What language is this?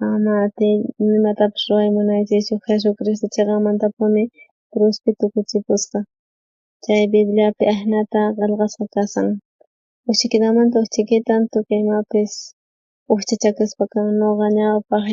South Bolivian Quechua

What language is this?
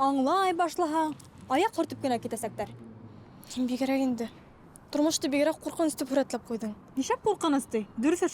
Bashkir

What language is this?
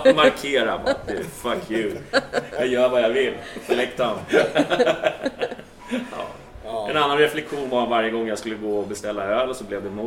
Swedish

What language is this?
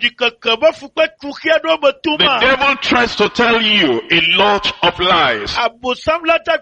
Ewe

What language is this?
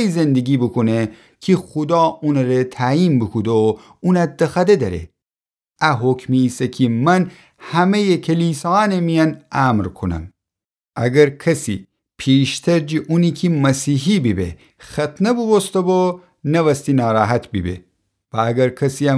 Gilaki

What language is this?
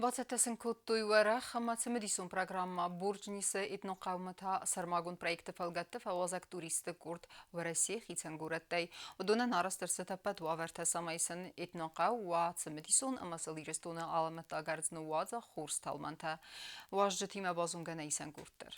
Ossetic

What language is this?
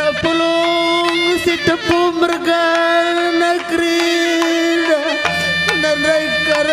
Batak Karo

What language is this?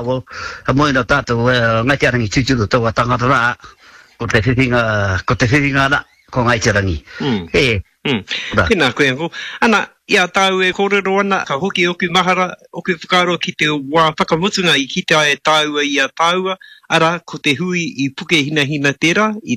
Māori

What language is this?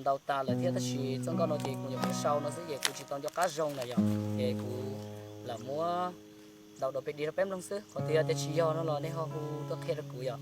Hmong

